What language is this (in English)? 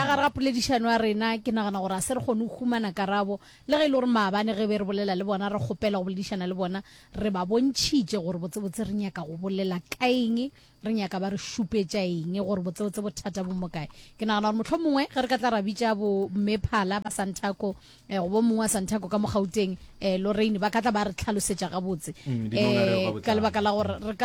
Northern Sotho